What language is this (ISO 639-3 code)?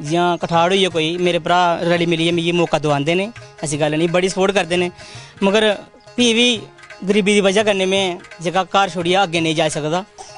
doi